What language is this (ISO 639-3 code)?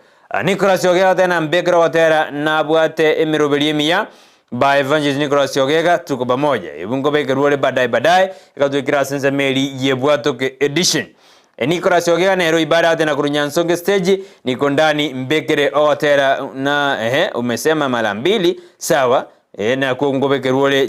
guz